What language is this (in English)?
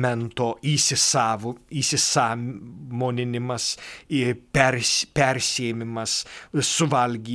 Lithuanian